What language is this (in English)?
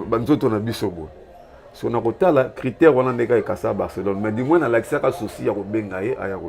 Lingala